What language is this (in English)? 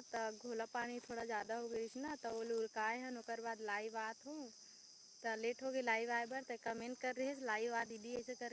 Chhattisgarhi